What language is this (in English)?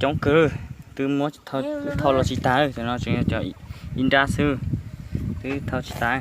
Hmong